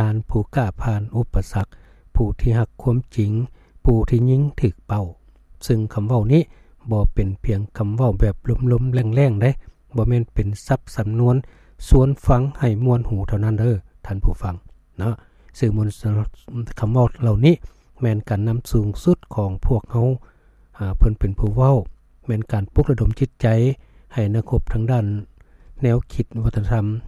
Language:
Lao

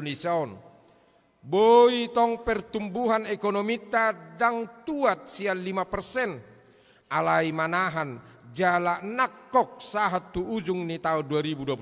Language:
Batak Toba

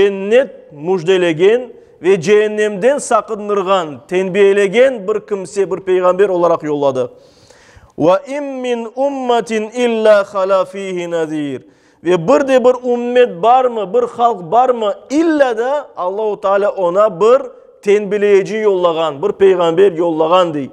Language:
Crimean Tatar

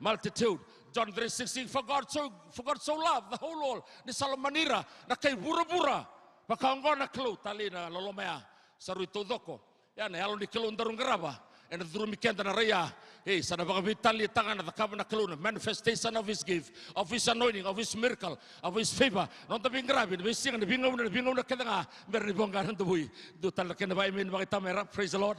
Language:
Fijian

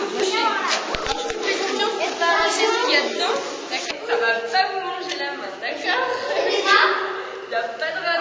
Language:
French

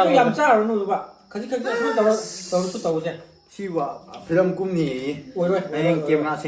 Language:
Manipuri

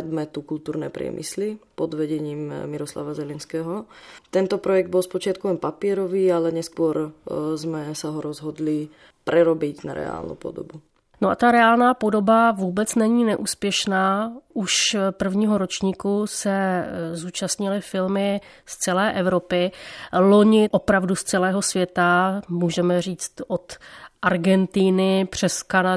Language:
Czech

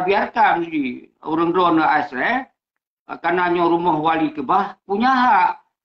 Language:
Achinese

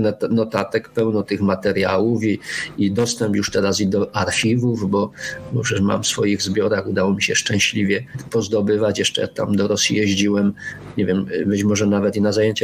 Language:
Polish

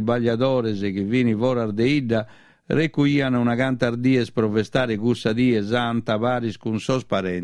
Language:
Sardinian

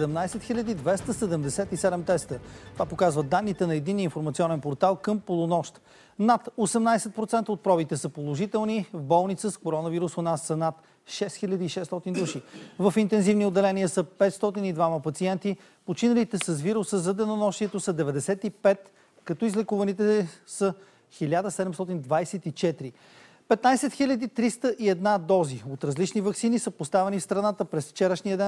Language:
Bulgarian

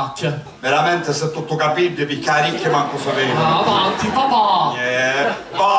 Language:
Sicilian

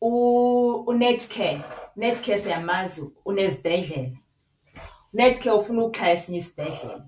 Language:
Xhosa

